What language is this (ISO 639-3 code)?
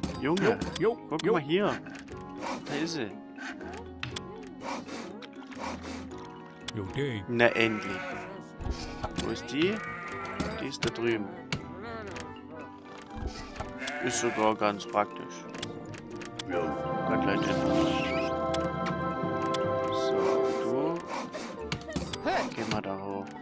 deu